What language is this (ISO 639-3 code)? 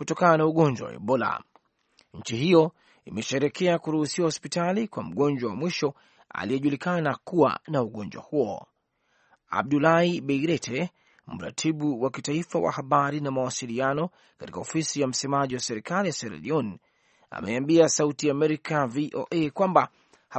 swa